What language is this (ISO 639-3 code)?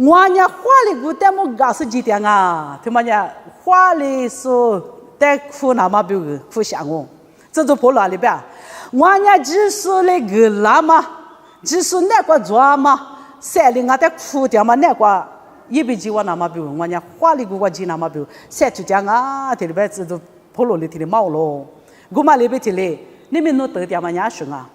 lis